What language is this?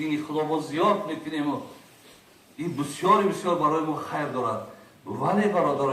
Tajik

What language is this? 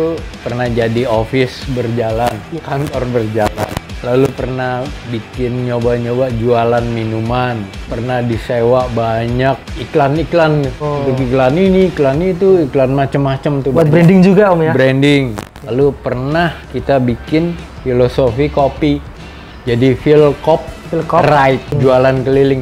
Indonesian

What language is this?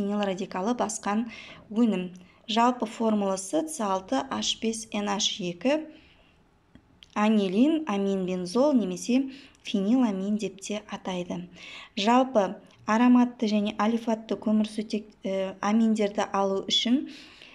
Kazakh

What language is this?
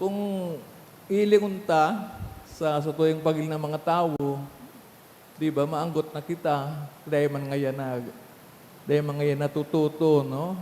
Bikol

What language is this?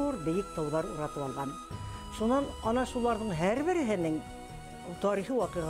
Bashkir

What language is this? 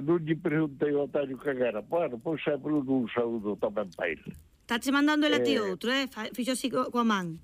Galician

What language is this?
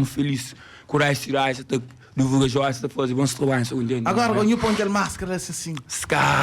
Kabuverdianu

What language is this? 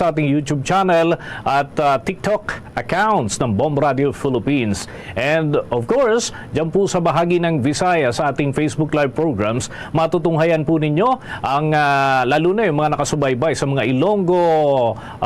Hiligaynon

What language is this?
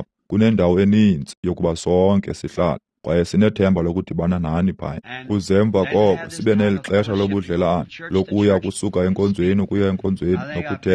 Xhosa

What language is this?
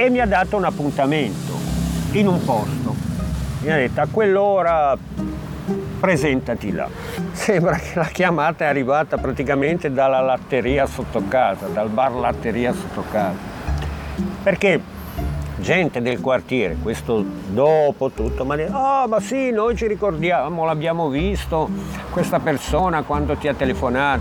Italian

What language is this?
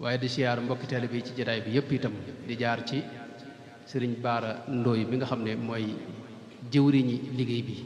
Wolof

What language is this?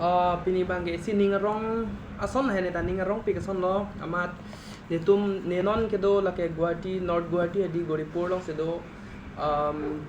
Karbi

